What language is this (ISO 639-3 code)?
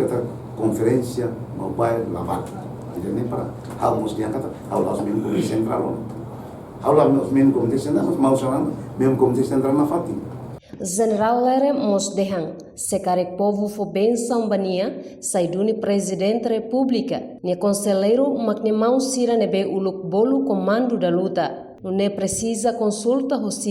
tet